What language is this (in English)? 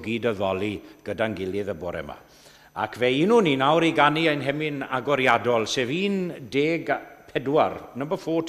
Welsh